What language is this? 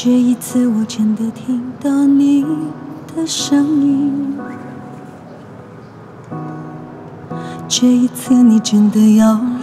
Chinese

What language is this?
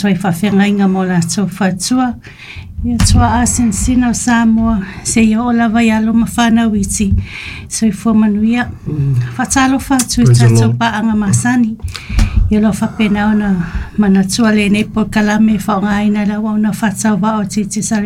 Samoan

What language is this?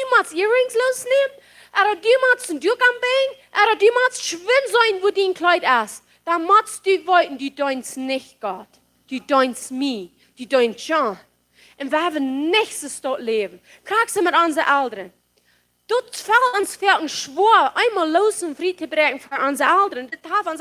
Plautdietsch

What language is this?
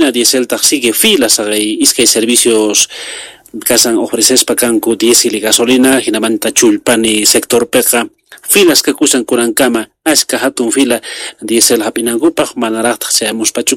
South Bolivian Quechua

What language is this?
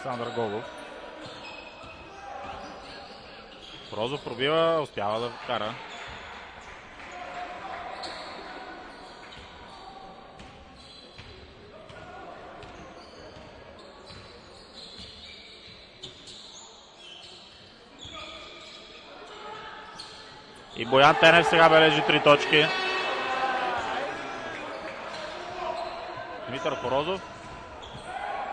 Bulgarian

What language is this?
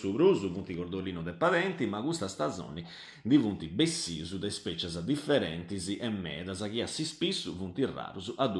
Sardinian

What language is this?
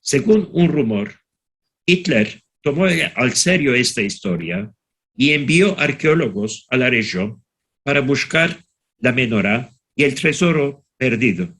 Ladino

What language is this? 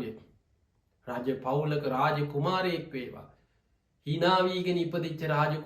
Sinhala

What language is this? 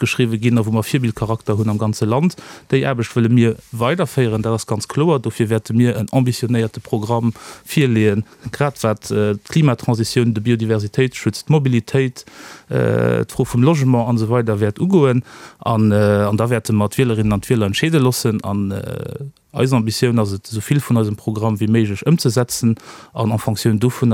Luxembourgish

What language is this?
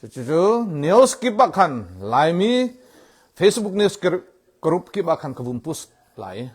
Hakha Chin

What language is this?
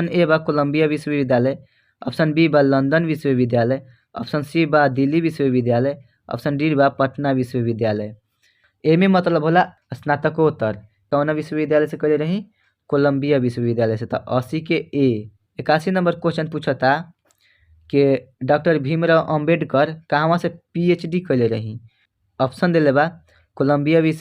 Bhojpuri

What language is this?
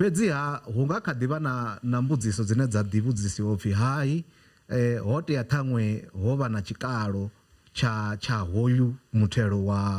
Venda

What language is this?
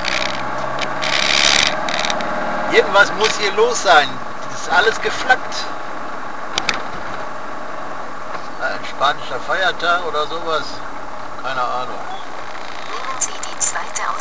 German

